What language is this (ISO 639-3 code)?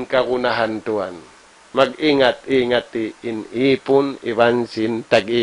tsg